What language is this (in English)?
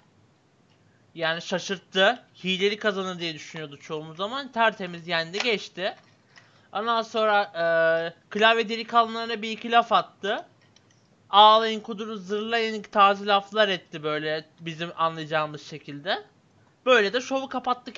Turkish